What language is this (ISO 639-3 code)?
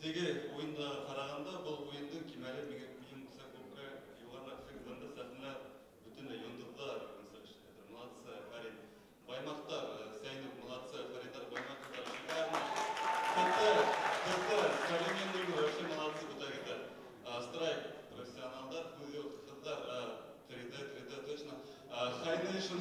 bak